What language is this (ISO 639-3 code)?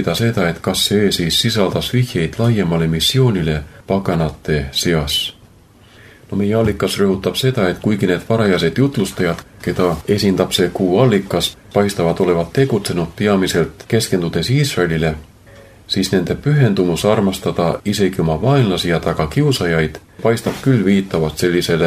est